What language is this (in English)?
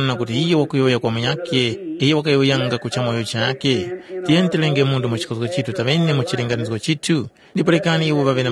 Tumbuka